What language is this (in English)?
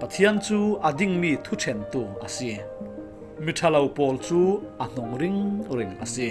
Falam Chin